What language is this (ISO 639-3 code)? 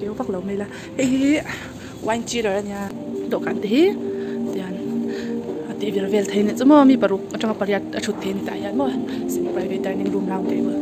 lus